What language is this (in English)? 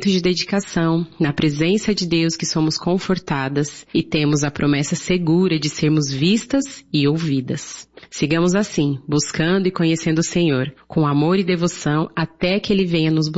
Portuguese